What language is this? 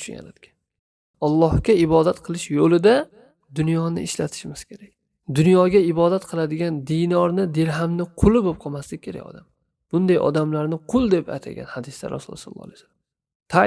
Uzbek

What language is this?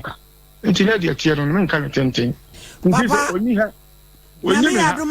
Akan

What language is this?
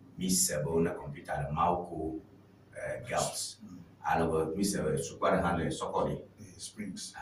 Ewe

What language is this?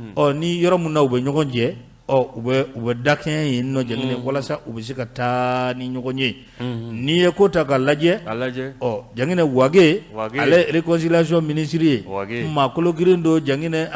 Bambara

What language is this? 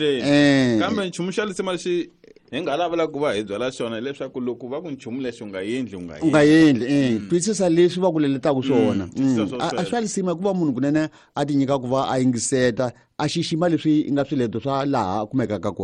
Tsonga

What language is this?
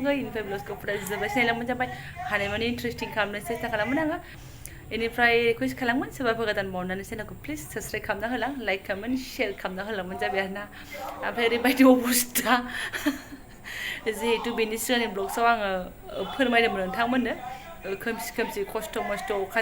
Bodo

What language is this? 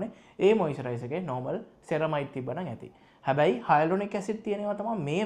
Sinhala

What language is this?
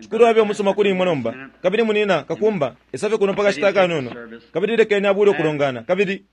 Bemba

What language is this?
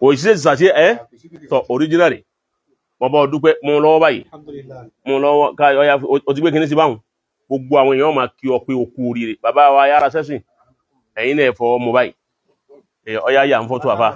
Yoruba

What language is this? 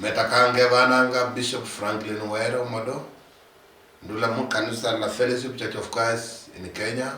Luyia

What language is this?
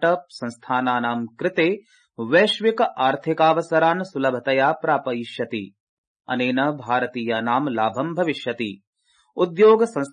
Sanskrit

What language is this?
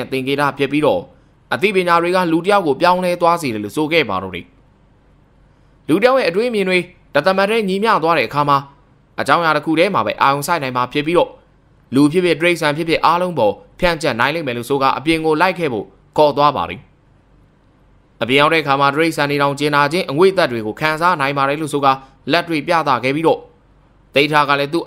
Burmese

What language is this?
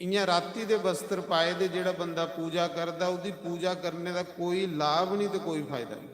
Dogri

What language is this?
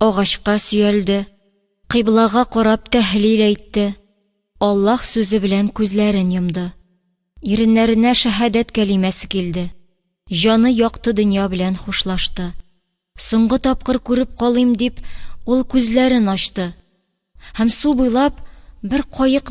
Tatar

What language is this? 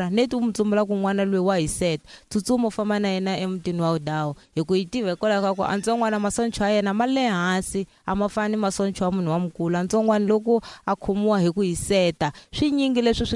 Tsonga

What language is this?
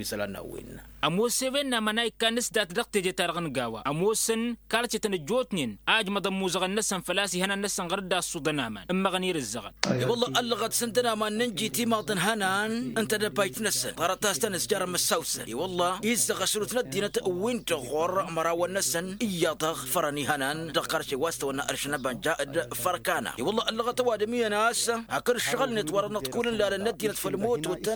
Tamasheq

